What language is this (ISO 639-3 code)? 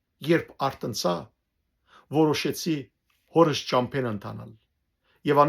hyw